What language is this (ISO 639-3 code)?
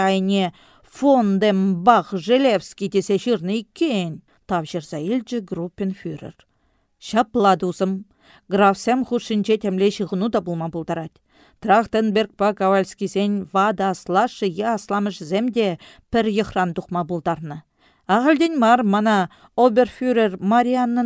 chv